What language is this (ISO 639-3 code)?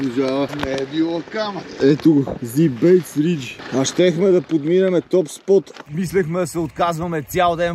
bul